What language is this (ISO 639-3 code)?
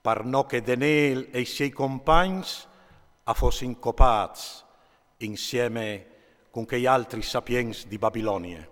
fur